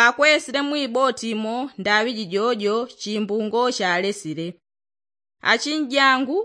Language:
Yao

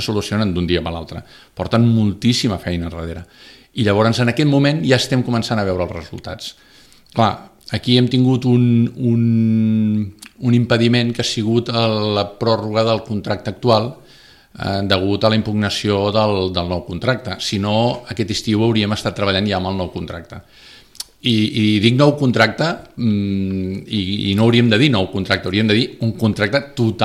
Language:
Catalan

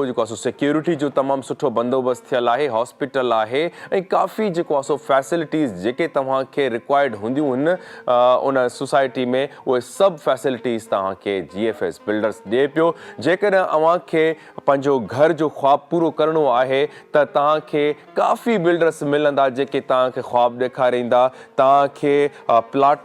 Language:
Sindhi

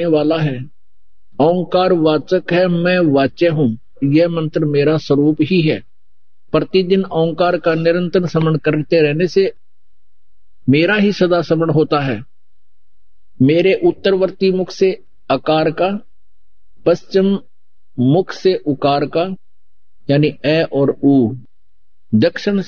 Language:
Hindi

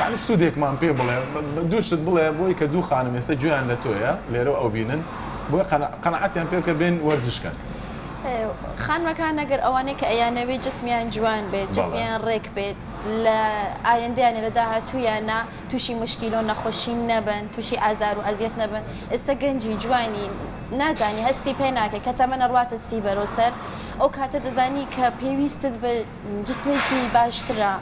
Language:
Central Kurdish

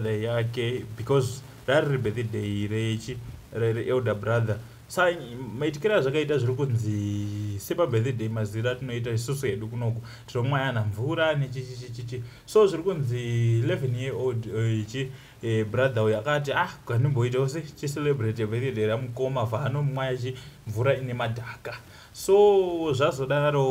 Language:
Shona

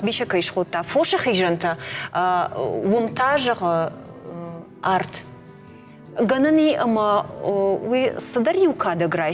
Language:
Ossetic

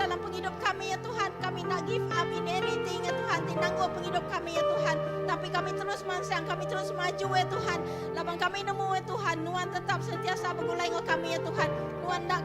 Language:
Iban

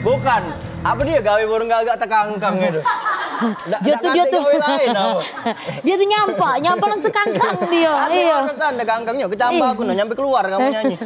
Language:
Musi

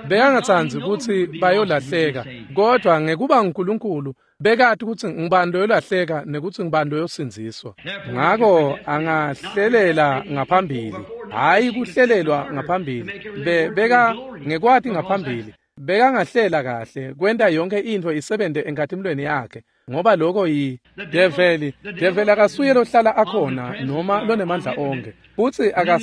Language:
Swati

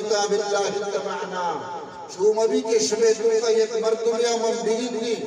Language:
Eastern Balochi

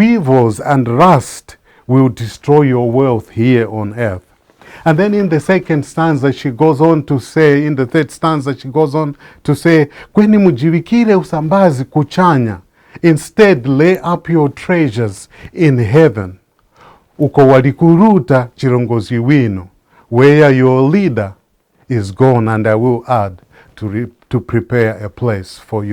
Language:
English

